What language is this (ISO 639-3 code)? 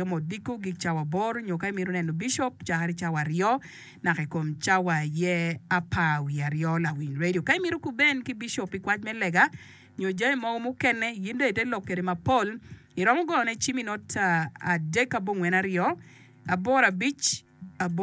ach